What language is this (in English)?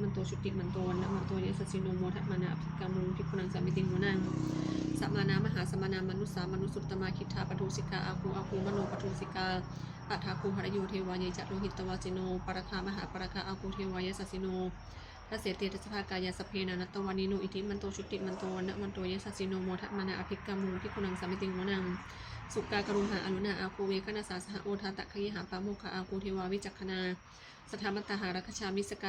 Pali